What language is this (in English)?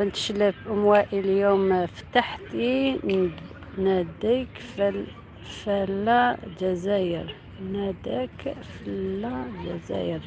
Algerian Arabic